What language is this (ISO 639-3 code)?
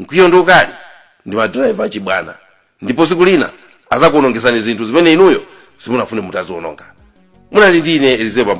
nya